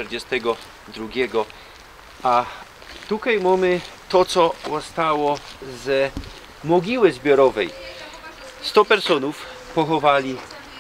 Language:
Silesian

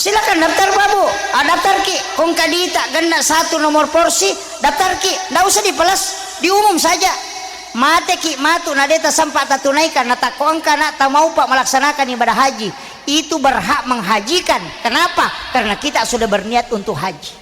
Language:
Buginese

